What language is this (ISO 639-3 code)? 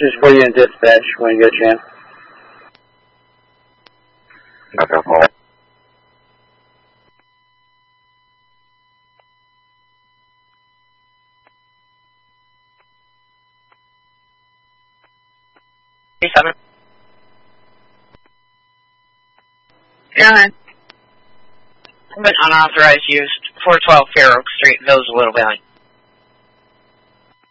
eng